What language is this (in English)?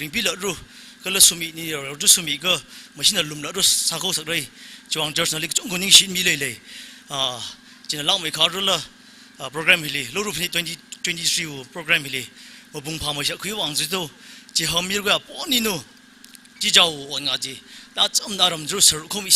Tangkhul Naga (India)